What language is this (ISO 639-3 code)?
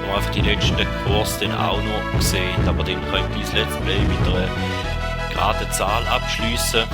gsw